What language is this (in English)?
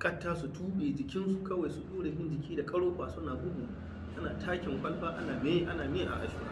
Hausa